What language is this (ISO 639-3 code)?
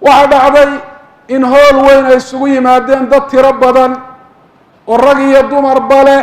som